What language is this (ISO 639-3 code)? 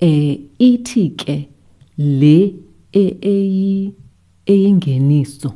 xho